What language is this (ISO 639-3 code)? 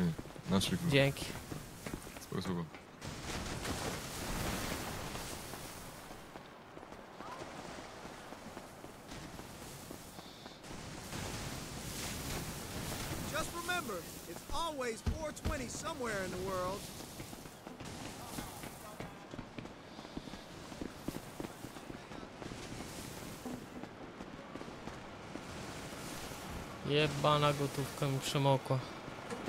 pol